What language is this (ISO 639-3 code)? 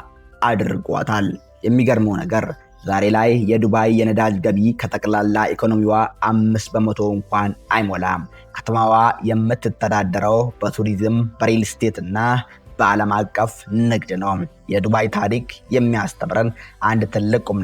amh